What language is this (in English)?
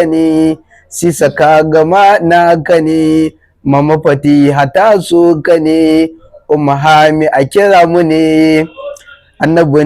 Hausa